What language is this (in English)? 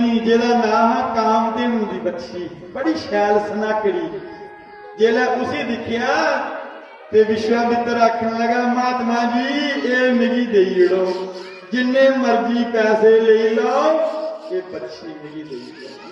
Dogri